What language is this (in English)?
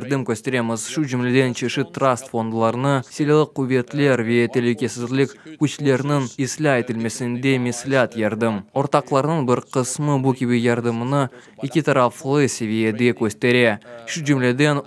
Crimean Tatar